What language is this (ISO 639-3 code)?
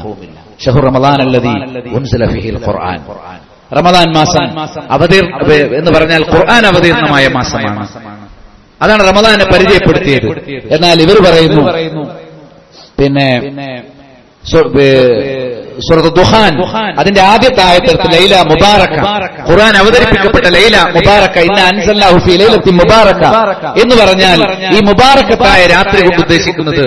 mal